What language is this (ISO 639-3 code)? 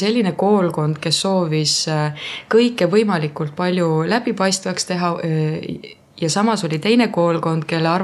est